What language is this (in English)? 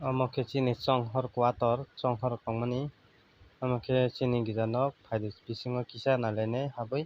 Kok Borok